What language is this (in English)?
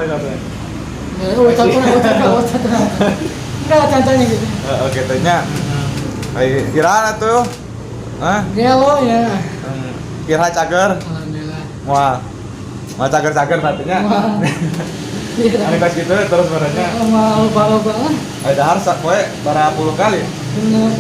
Sundanese